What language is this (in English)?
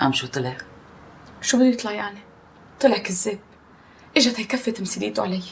North Levantine Arabic